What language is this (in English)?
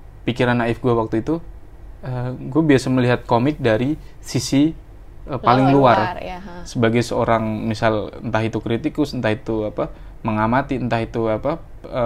Indonesian